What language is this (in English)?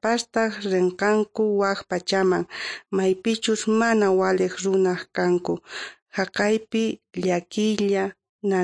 South Bolivian Quechua